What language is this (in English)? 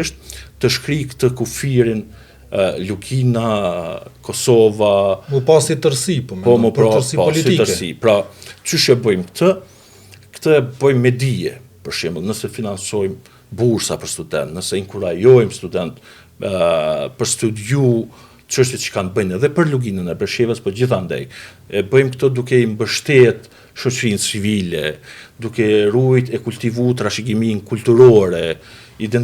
Albanian